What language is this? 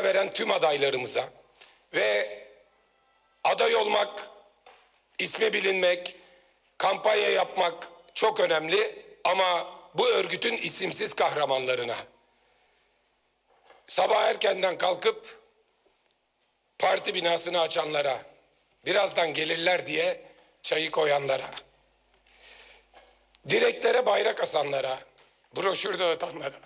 Turkish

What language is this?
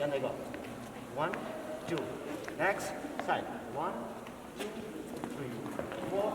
Manipuri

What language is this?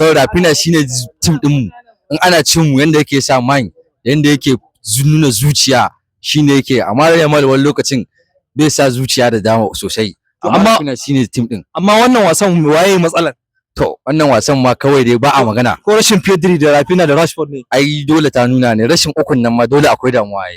Hausa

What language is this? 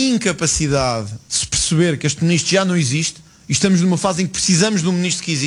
Portuguese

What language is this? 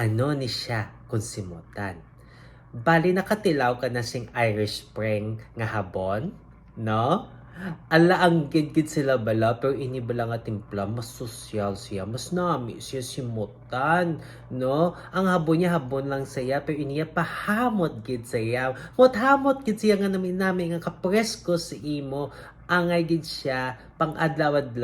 Hiligaynon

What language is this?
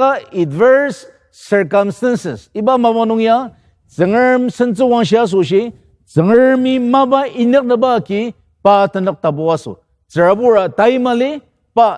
Ao Naga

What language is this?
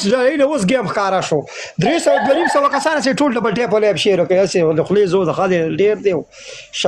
Pashto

